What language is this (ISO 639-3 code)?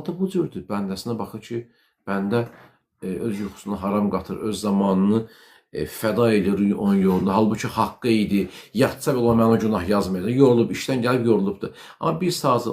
aze